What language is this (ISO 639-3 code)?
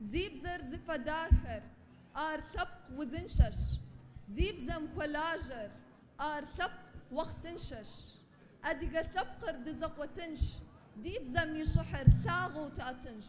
kbd